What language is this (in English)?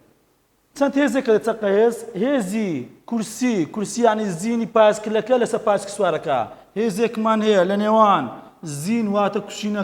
Central Kurdish